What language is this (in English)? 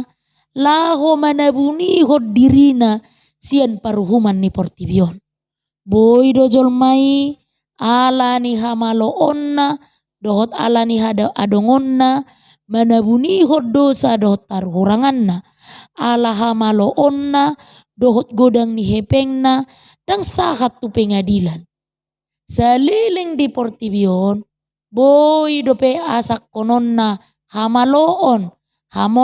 Batak Toba